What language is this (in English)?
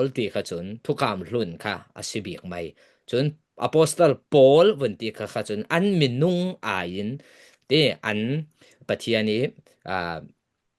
Falam Chin